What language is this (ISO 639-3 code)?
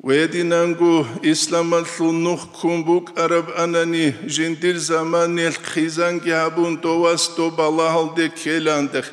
ava